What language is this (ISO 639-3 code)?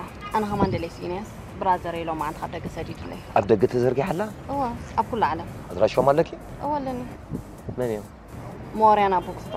tir